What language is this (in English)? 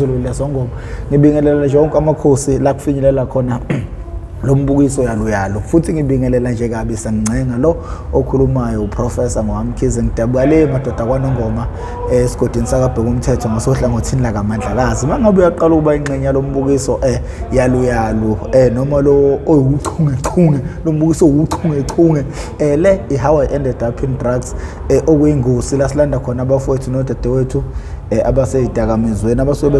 Zulu